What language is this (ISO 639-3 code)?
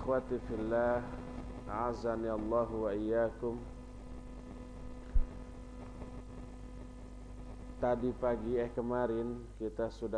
ind